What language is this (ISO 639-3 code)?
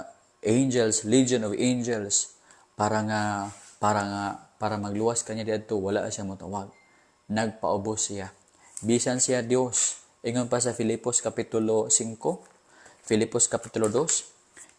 ceb